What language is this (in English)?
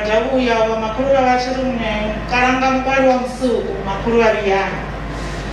Venda